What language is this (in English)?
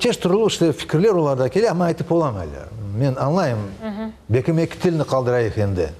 Crimean Tatar